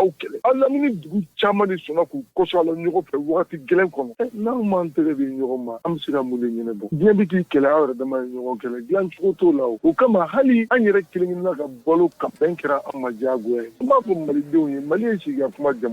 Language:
Bambara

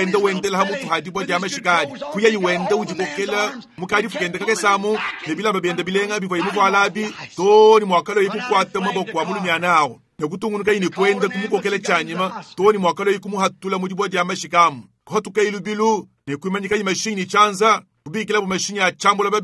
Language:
Luba-Lulua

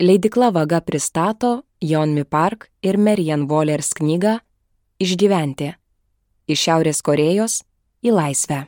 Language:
Lithuanian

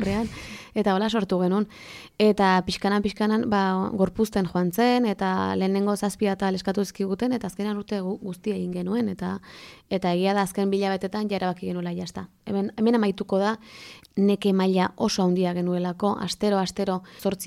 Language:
Basque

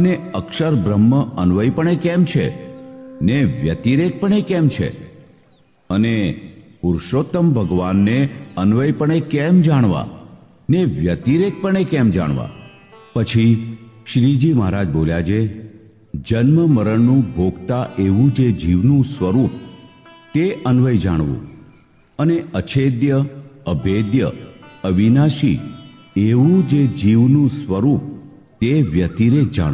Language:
Gujarati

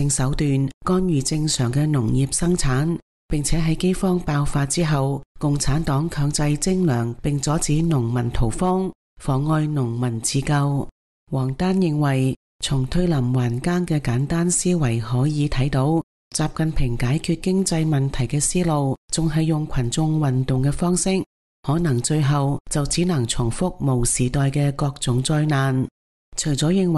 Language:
Cantonese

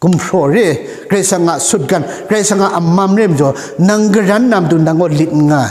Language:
Kachin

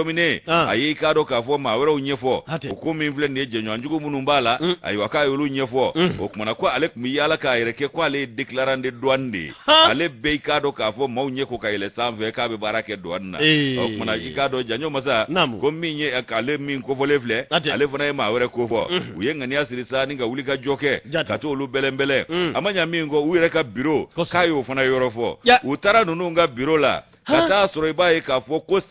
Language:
Bambara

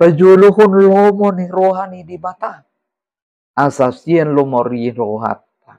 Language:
Batak Toba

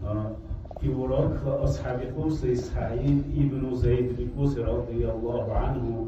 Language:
Dargwa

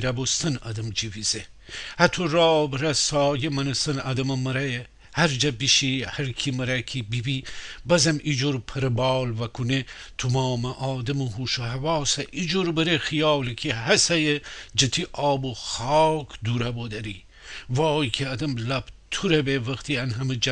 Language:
Gilaki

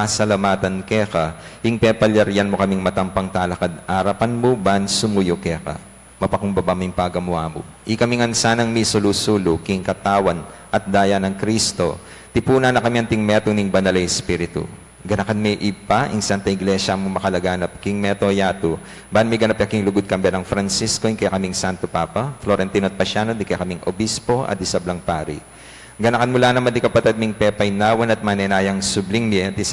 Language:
Pampanga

